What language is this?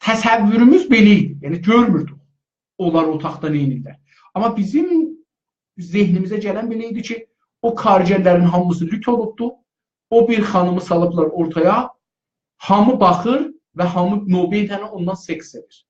South Azerbaijani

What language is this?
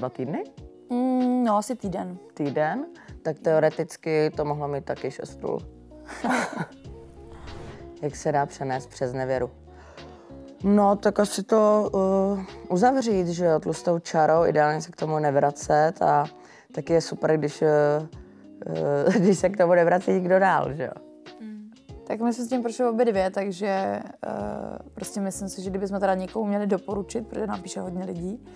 Czech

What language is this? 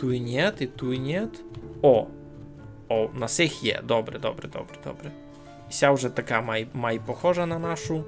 Rusyn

